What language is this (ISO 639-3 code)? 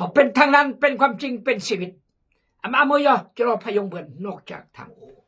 kjg